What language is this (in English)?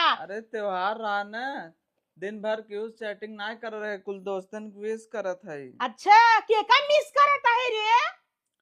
Awadhi